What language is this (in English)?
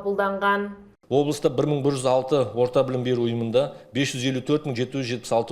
Kazakh